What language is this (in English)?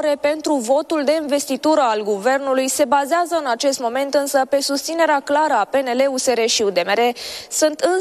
Romanian